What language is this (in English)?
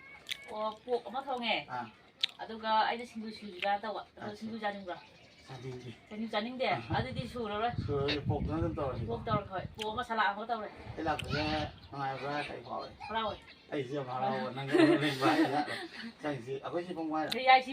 Manipuri